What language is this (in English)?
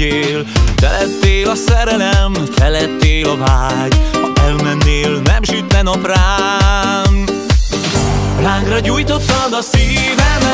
Hungarian